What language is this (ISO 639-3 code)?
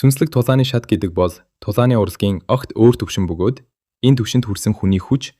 mon